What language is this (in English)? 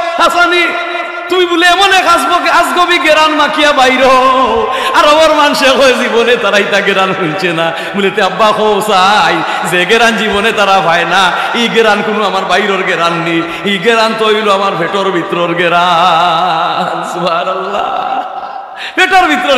Sylheti